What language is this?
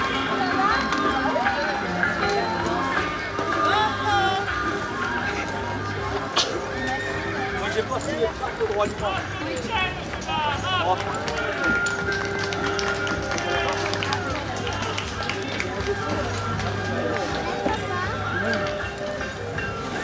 French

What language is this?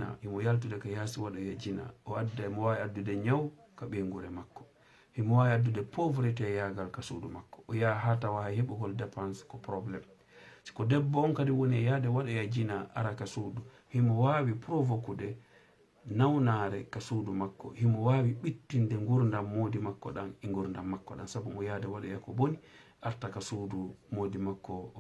Fula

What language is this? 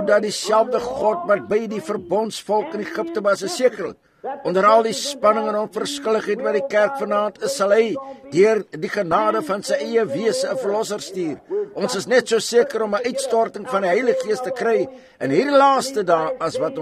Afrikaans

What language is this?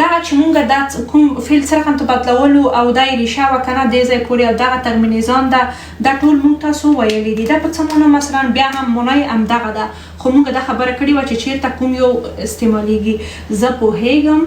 Pashto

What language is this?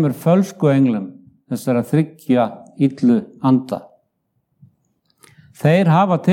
Icelandic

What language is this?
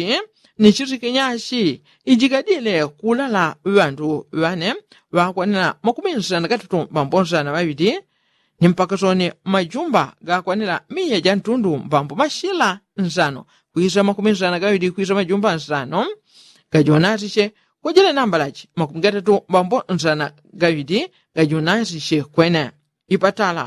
Yao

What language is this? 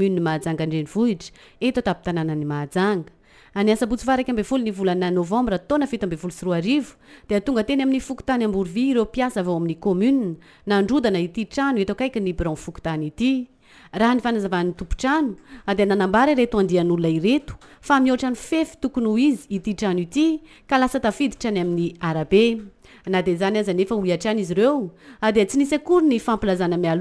Malagasy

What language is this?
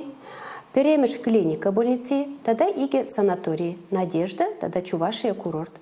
Chuvash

